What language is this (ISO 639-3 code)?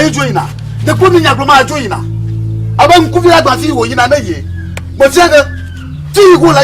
ewe